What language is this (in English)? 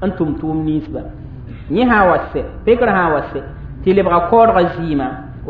Mossi